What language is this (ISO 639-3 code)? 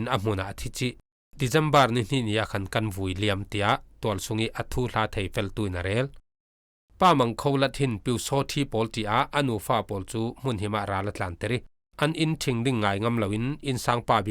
cfm